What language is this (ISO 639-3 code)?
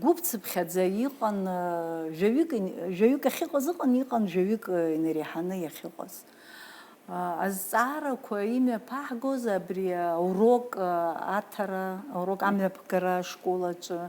abk